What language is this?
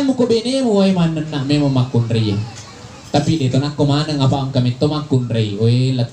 Buginese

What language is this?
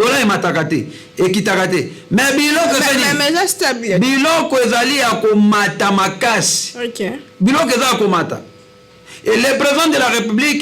Lingala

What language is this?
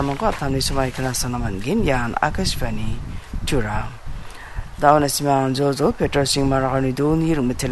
Garo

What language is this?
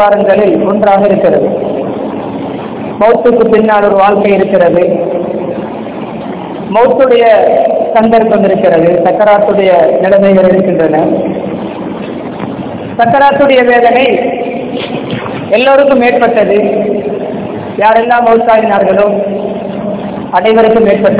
Tamil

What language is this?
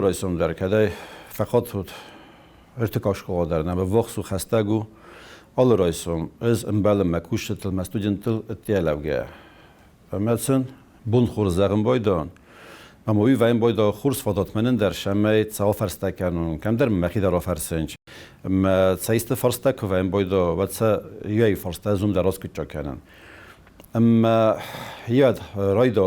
Ossetic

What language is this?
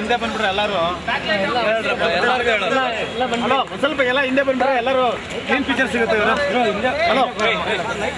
Kannada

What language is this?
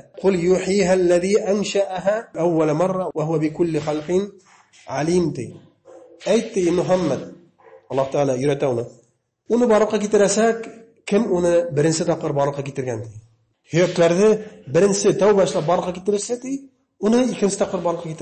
Bashkir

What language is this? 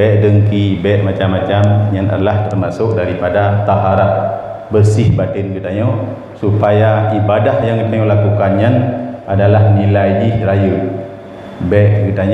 Achinese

